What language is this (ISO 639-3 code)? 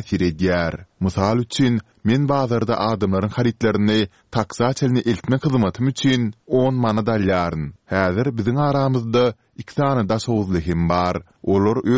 tuk